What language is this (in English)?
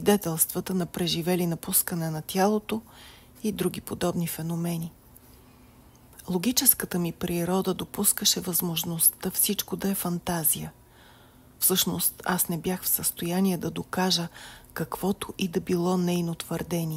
Bulgarian